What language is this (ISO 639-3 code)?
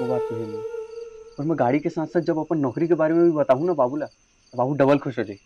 hne